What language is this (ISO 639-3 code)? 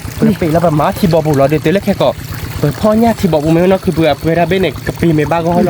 ksw